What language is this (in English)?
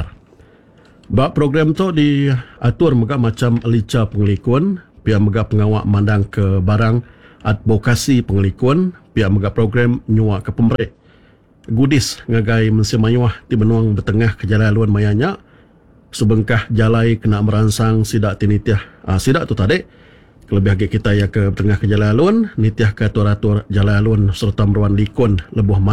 Iban